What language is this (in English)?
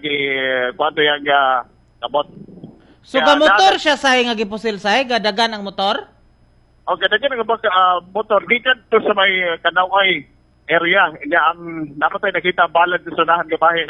Cebuano